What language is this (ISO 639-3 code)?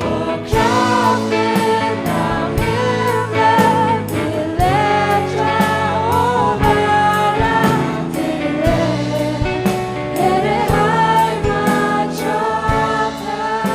fao